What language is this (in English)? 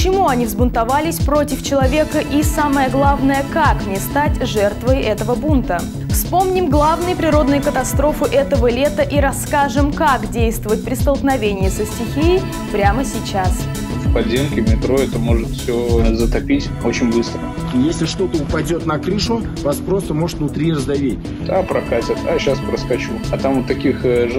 Russian